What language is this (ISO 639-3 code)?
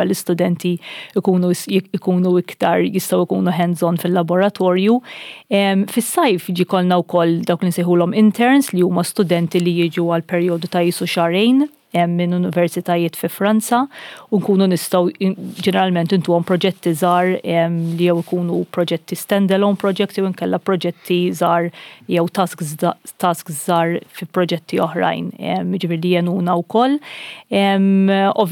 mlt